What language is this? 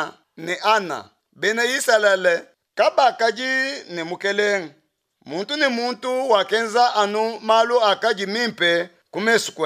Luba-Lulua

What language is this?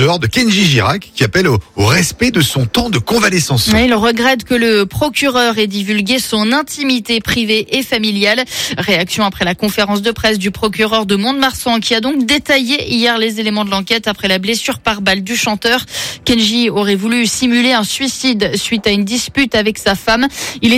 French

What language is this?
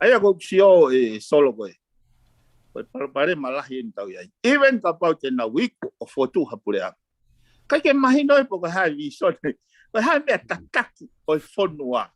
Tongan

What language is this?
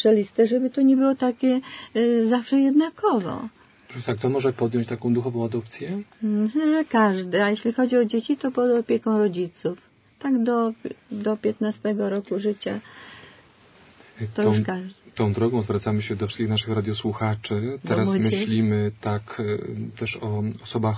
Polish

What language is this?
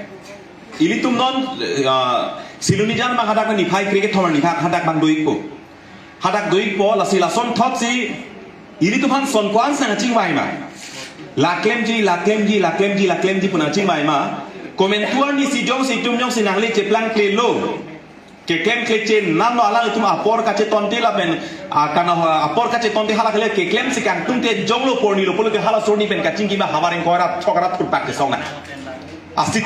Karbi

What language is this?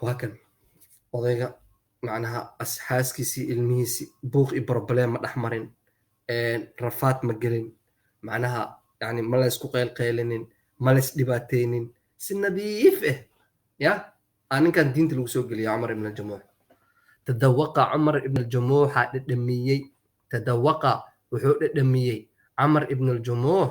Somali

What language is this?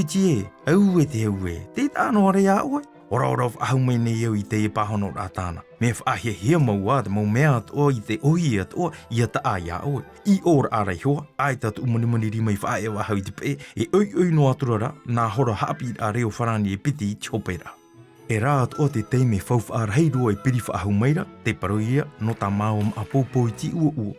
Tahitian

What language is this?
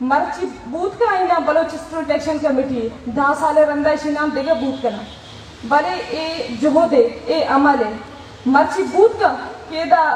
Baluchi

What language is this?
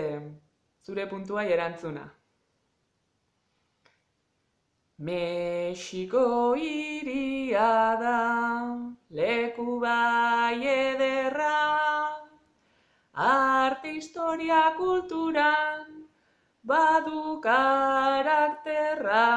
Basque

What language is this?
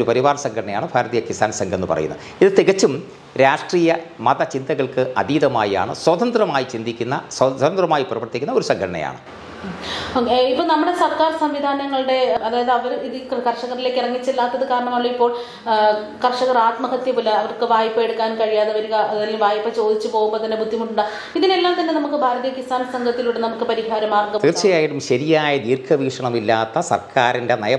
Malayalam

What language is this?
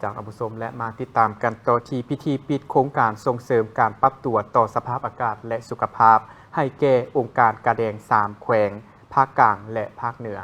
Lao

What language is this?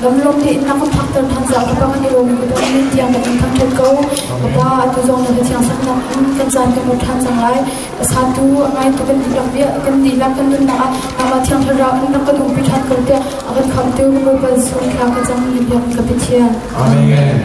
Hakha Chin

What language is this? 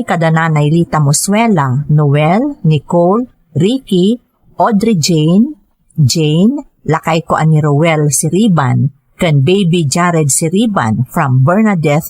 Iloko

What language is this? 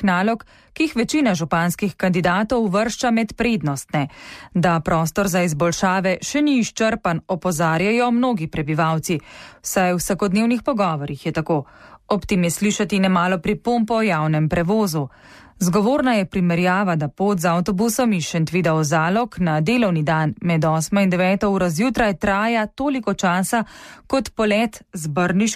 Slovenian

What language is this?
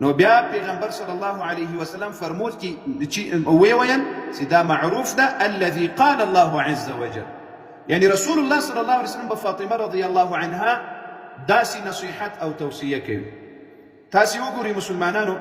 Pashto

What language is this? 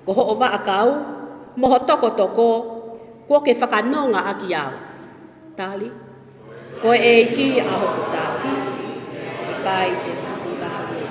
Tongan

